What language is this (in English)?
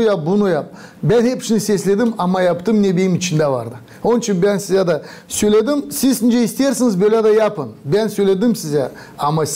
Gagauz